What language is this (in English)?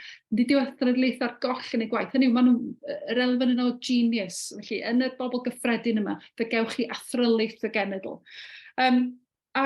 Welsh